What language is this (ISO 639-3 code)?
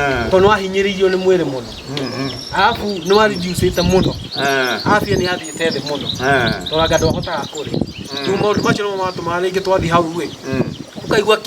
kik